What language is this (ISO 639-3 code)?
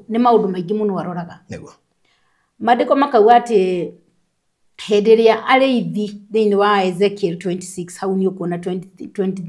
kik